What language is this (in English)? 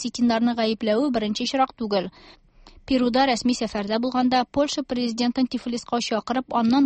Tatar